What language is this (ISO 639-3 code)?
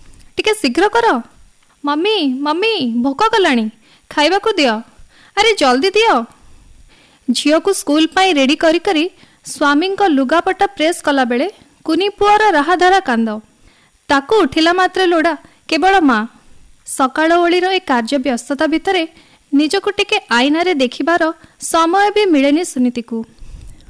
ori